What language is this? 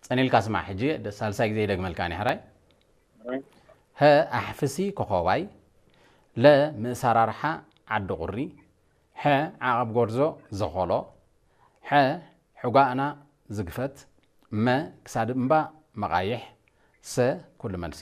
Tigrinya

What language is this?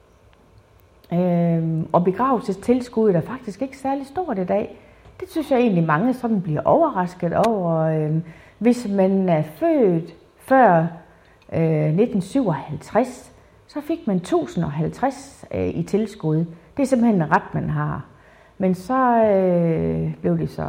Danish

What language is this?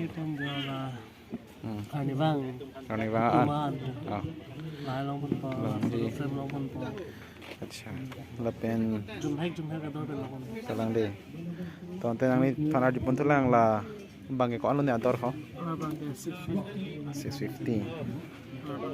Karbi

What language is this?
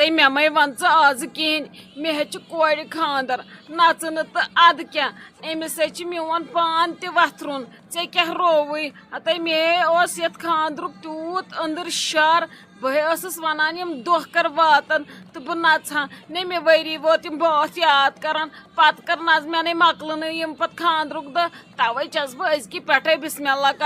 Kashmiri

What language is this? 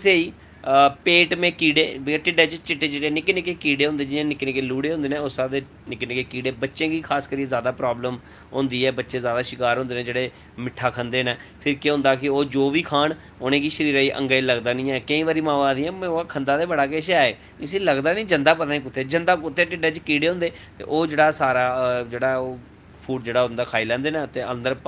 Dogri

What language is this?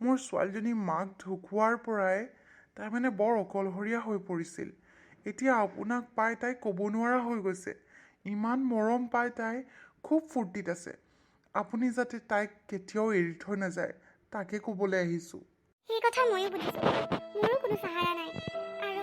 Assamese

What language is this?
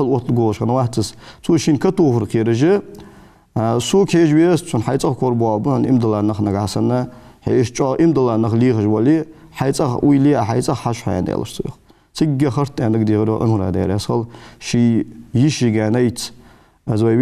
Ingush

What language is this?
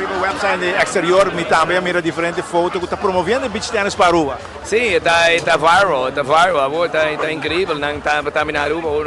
Papiamento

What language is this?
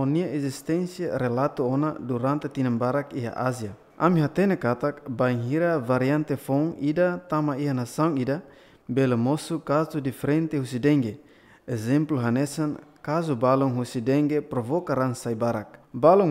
Tetum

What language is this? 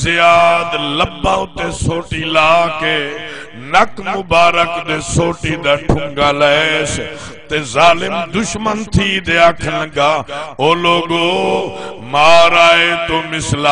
Saraiki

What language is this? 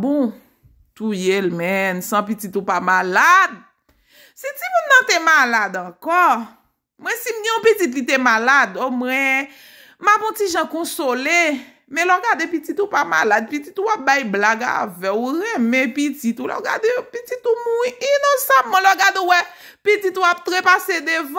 Haitian Creole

